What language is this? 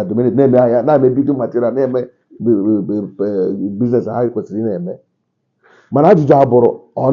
Igbo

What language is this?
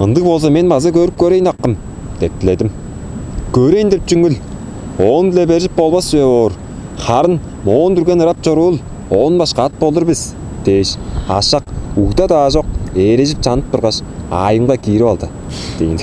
Tuvinian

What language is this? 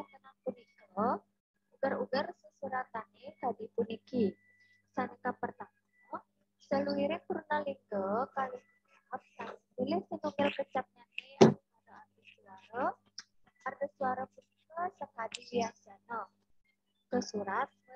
Balinese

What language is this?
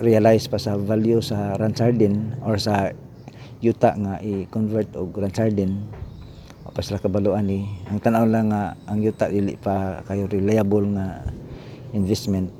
Cebuano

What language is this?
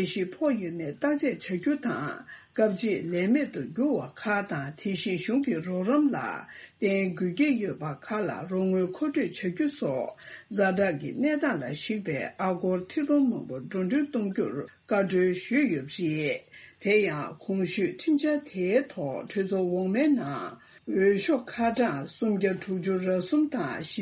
Tibetan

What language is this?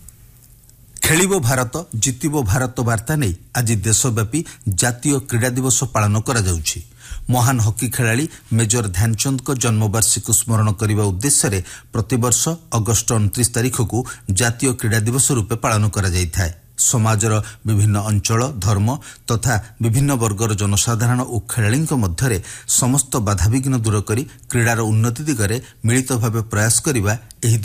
Odia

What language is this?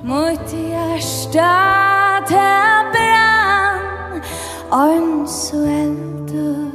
Faroese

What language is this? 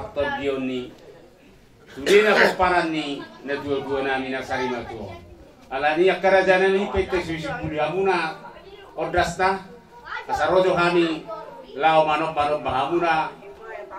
Batak Toba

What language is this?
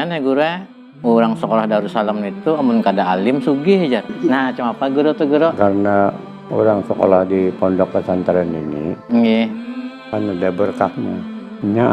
Banjar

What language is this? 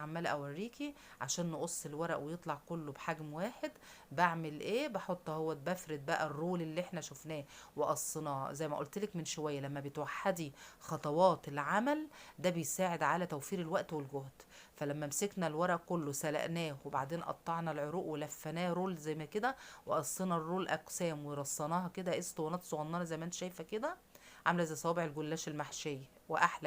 Egyptian Arabic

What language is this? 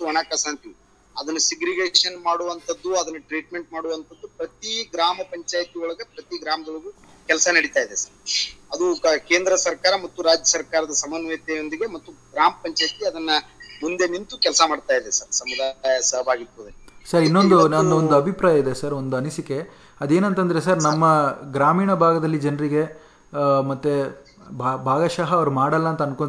Kannada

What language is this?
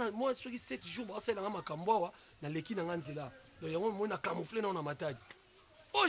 Lingala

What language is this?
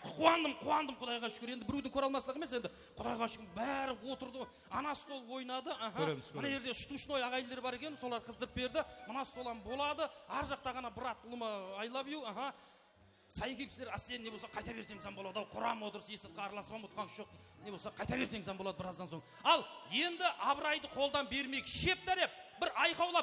Kara-Kalpak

